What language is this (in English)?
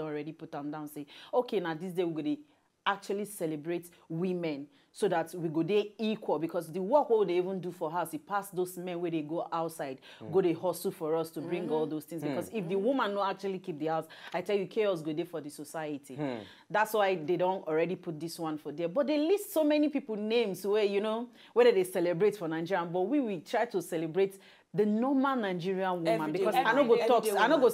Nigerian Pidgin